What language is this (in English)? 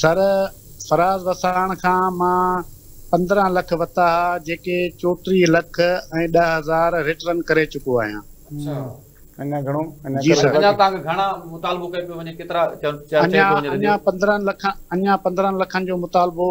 Sindhi